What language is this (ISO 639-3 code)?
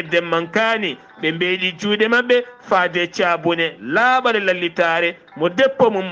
ful